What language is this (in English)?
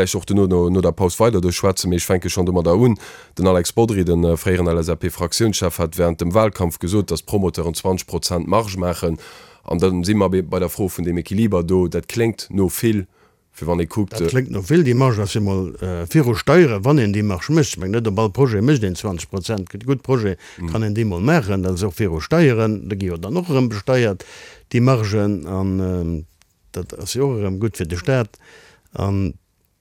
Luxembourgish